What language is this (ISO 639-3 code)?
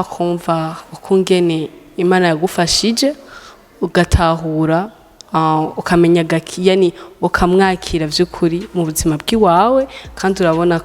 run